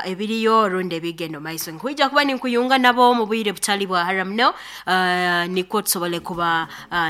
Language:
Nyoro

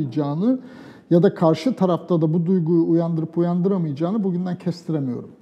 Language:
Turkish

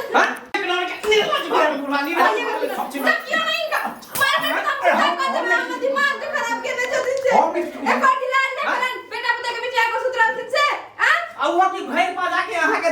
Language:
Maithili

